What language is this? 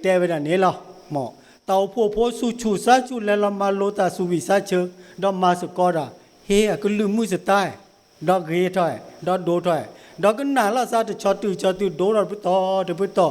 S'gaw Karen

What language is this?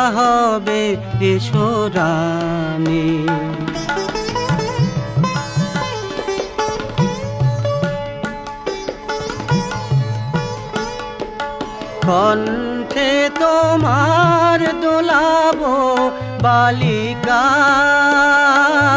Bangla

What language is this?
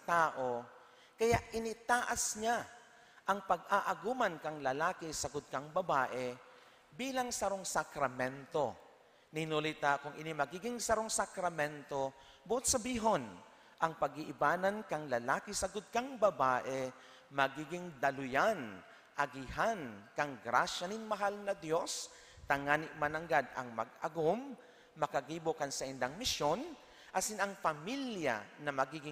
Bikol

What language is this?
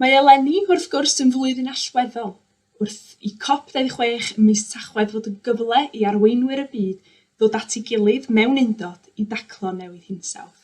Welsh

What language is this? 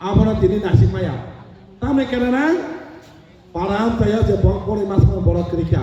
Kok Borok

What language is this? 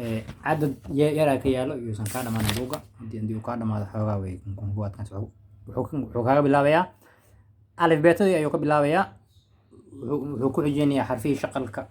Somali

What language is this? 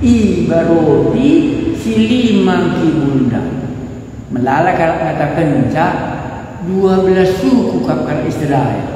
Batak Karo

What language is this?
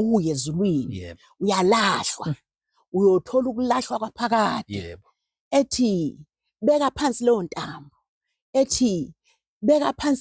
Zulu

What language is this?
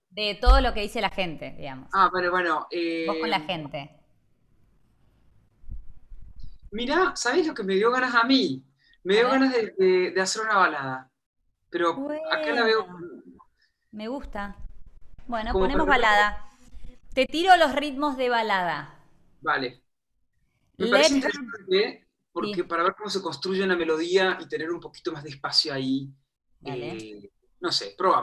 Spanish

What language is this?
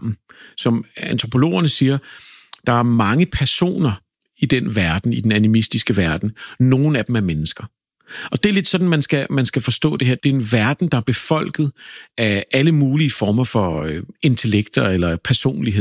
Danish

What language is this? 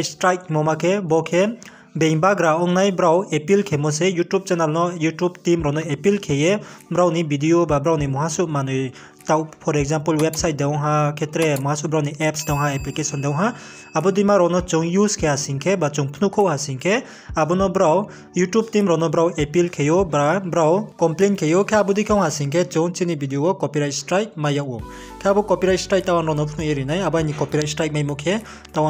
Riang (India)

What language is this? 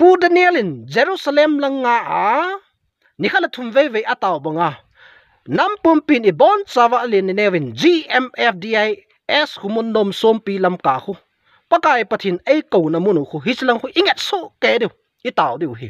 Thado Chin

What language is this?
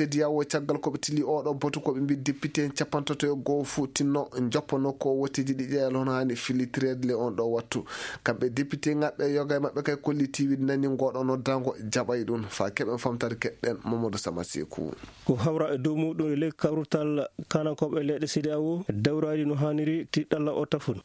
Fula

